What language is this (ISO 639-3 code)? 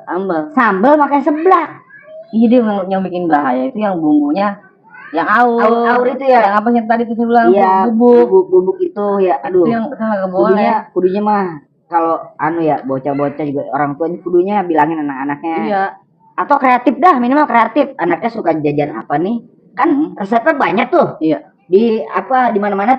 bew